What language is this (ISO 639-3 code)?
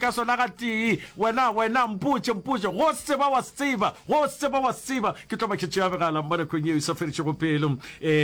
nso